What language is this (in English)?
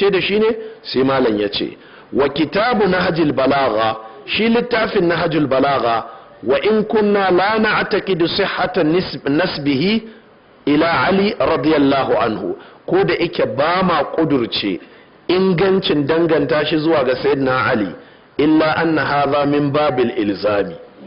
Hausa